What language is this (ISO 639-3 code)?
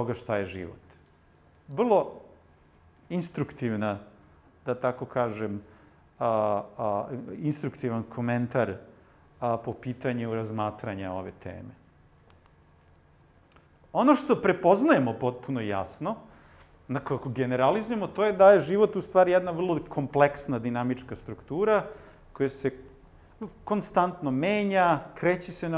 srp